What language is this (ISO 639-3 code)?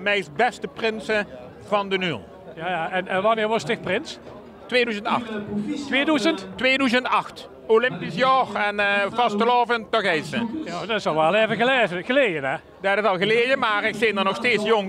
lim